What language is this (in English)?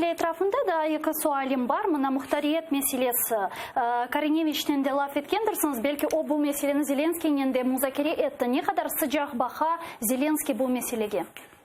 Crimean Tatar